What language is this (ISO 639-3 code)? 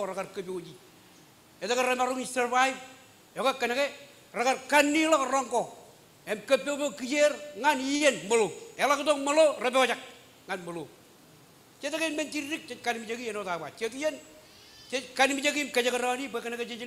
mah